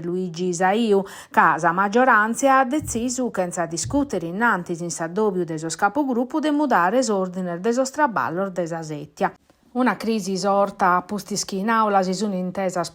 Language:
Sardinian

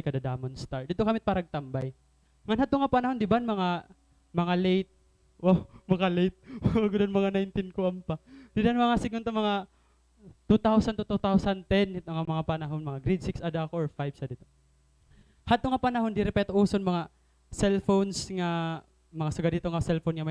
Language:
Waray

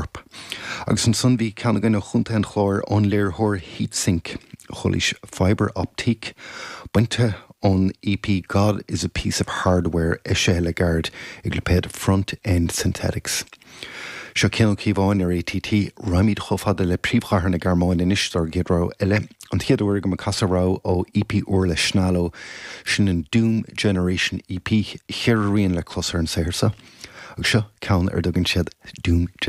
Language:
Irish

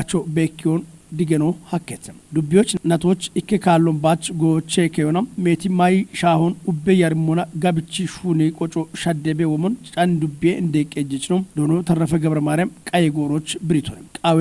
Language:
Kafa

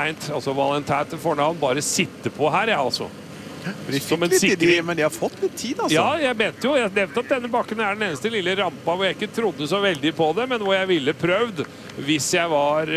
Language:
Norwegian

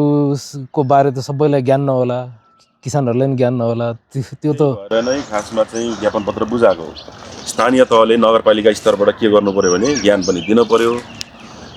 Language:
Nepali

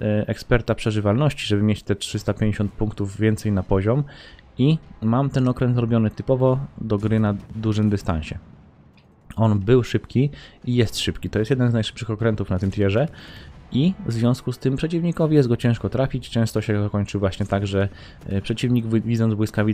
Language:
Polish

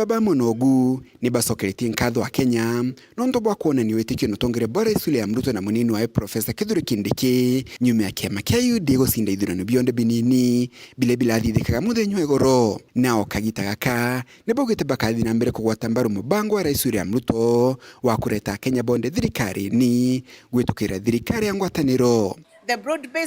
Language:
Meru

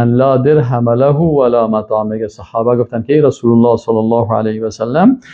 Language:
Persian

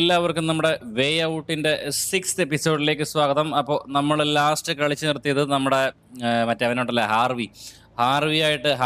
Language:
Malayalam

